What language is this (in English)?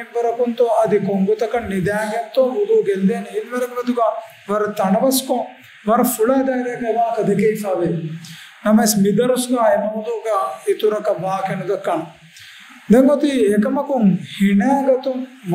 Divehi